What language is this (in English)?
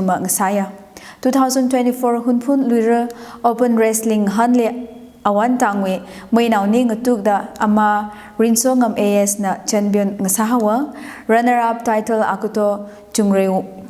Tangkhul Naga (India)